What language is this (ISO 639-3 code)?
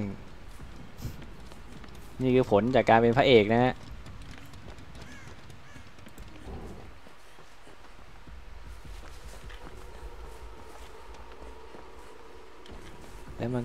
tha